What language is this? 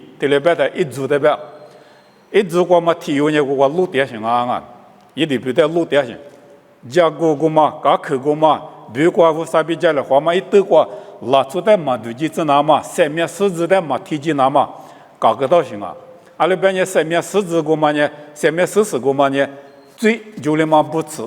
Lisu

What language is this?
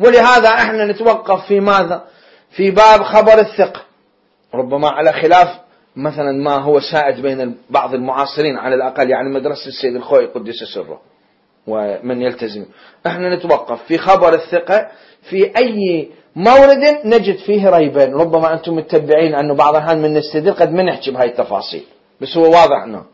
Mesopotamian Arabic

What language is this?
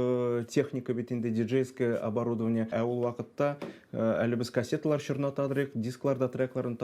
Tatar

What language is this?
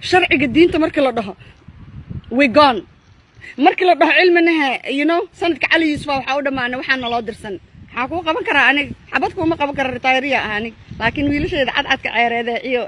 Somali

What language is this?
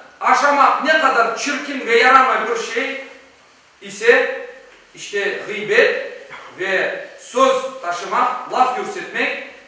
Crimean Tatar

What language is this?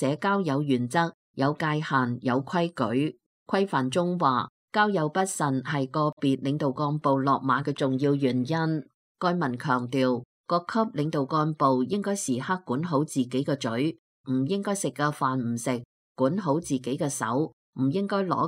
Cantonese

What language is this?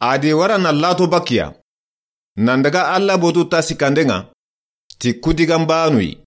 Soninke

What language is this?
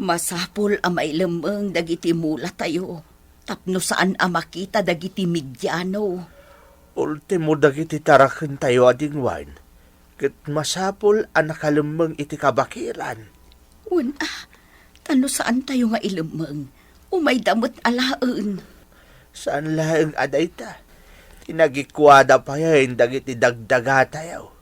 Iloko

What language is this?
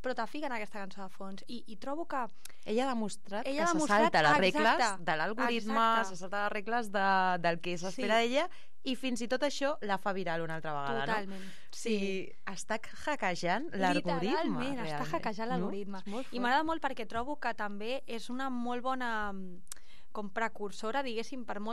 Catalan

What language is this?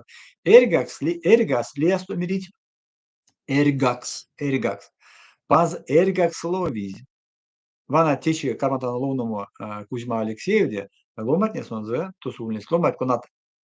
Erzya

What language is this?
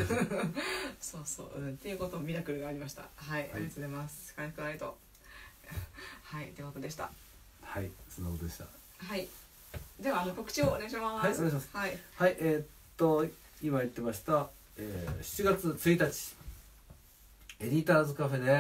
Japanese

